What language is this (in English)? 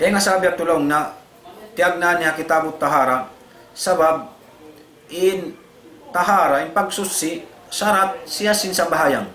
Tausug